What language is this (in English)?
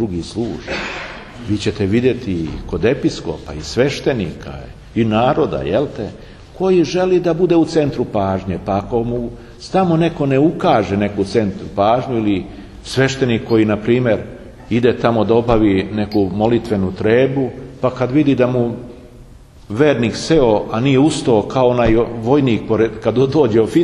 Serbian